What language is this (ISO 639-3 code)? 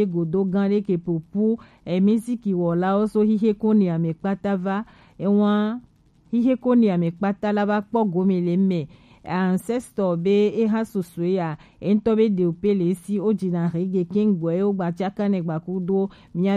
gej